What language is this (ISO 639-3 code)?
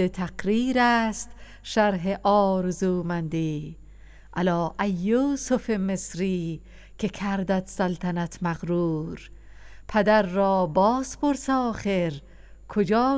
fas